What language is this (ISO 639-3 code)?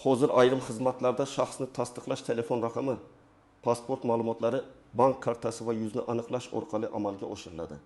uzb